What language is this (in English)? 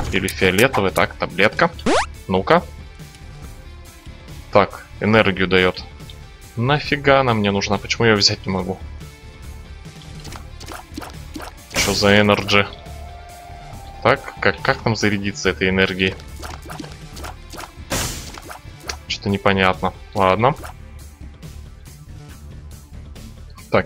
Russian